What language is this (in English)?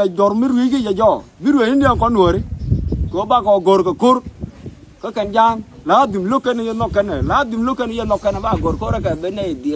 Nuer